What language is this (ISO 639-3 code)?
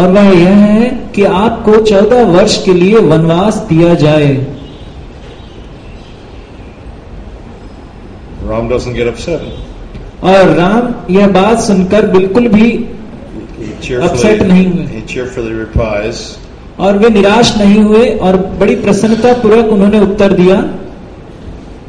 hin